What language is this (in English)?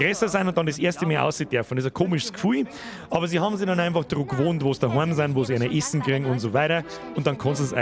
Bavarian